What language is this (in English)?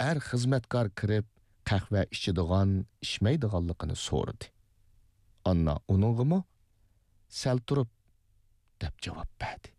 Uyghur